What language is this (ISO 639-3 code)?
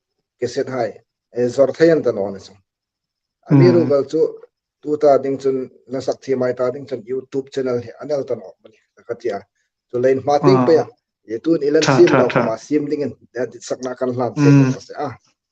hmr